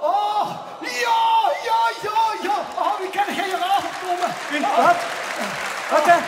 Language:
Limburgish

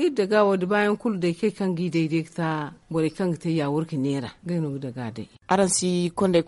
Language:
Zarma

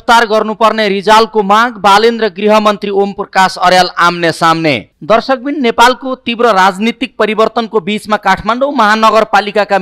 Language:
Nepali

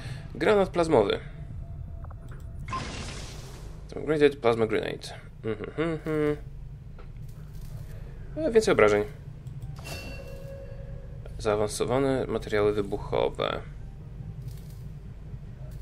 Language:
Polish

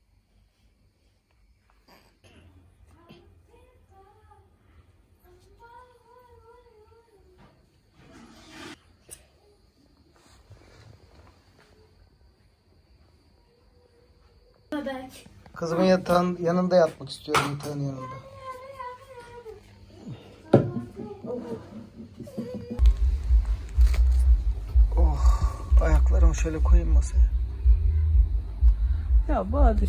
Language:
Turkish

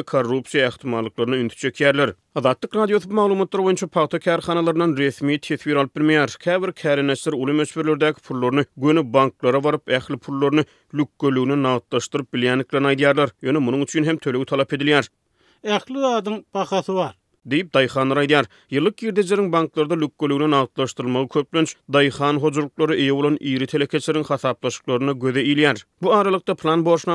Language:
Turkmen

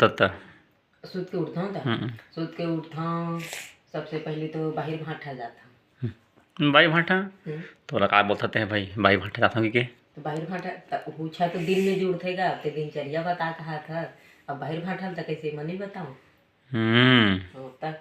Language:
Chhattisgarhi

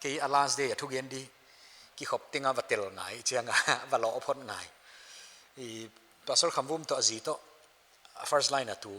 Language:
Paite Chin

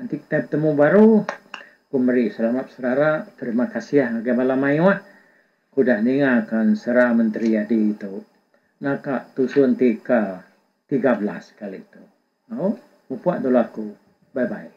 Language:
Iban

